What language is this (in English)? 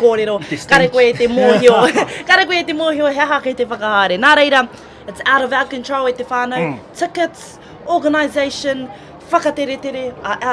Māori